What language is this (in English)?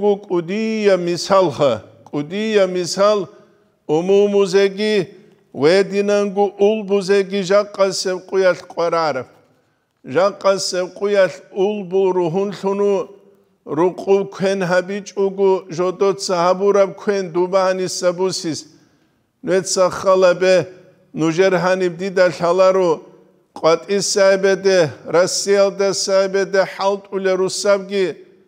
Avaric